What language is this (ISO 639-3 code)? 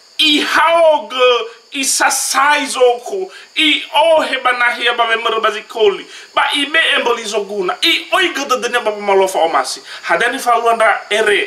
nia